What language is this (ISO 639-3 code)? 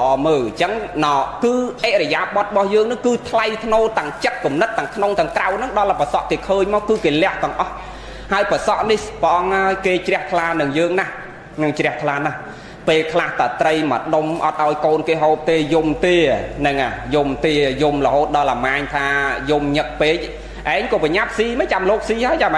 khm